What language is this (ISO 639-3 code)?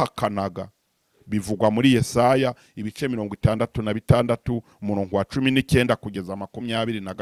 kin